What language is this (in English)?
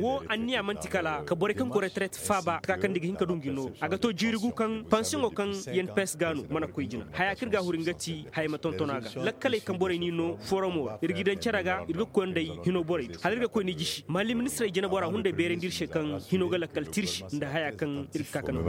Koyraboro Senni